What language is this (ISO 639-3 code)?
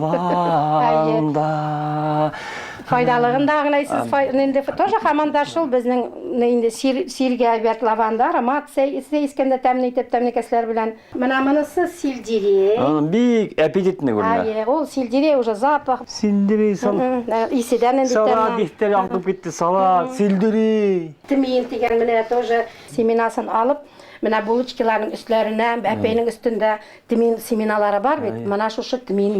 bak